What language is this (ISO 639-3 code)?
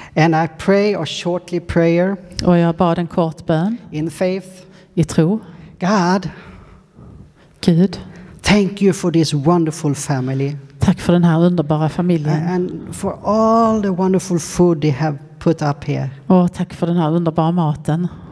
swe